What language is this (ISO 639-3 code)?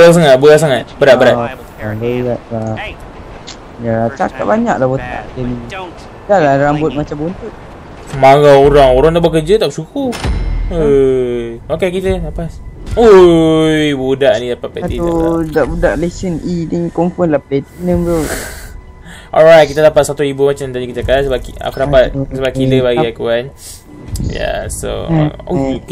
msa